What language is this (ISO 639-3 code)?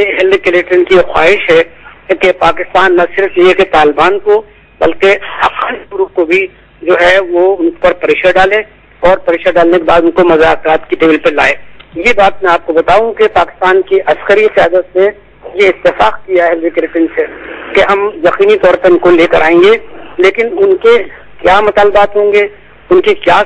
urd